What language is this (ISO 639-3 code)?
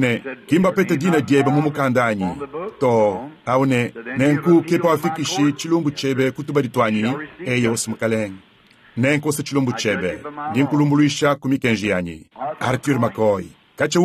lua